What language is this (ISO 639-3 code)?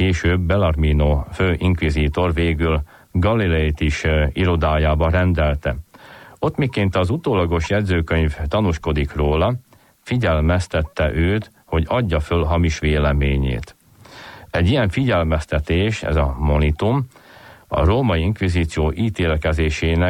hun